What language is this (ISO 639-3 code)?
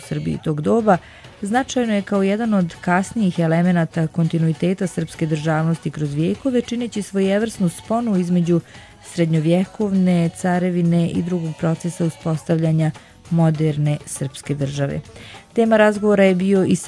srp